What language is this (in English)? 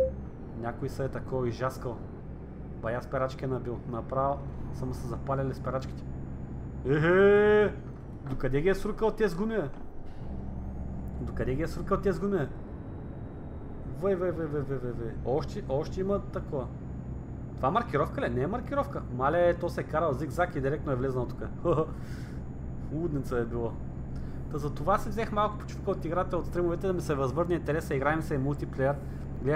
Bulgarian